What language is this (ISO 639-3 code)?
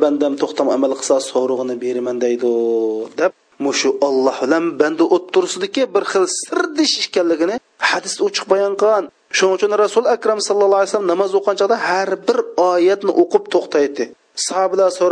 uig